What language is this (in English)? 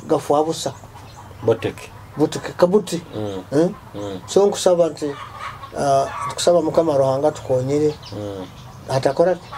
Nyoro